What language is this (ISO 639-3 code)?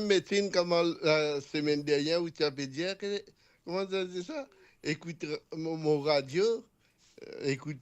mfe